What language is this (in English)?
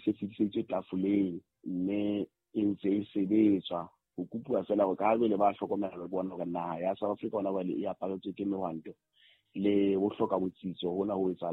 Southern Sotho